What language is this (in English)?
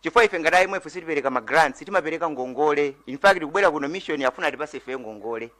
Nyanja